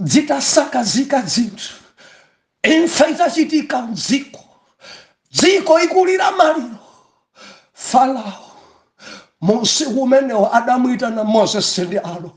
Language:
Nyanja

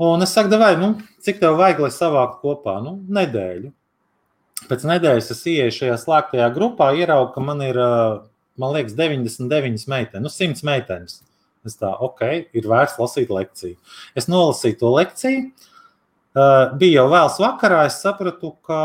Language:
Latvian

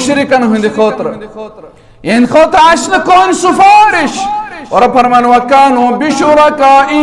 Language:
Kashmiri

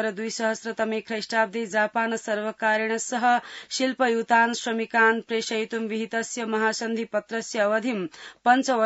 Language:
Sanskrit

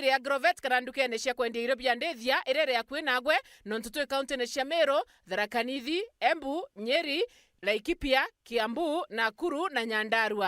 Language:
Meru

